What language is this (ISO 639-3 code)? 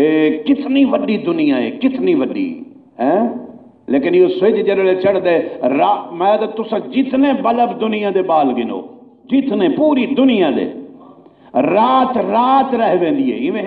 skr